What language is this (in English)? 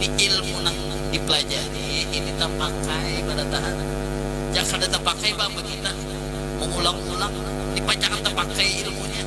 Banjar